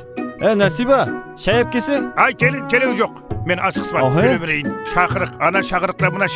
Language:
Kara-Kalpak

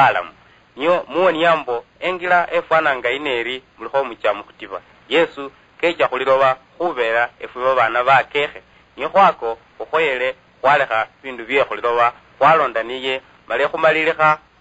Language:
Luyia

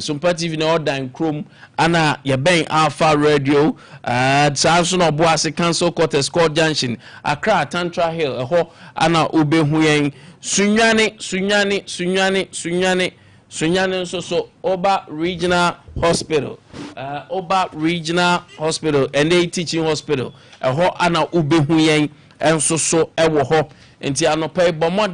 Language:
Akan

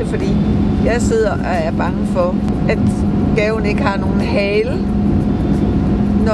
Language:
Danish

